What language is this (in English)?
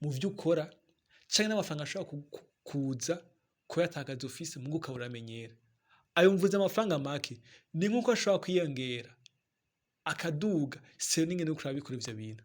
Rundi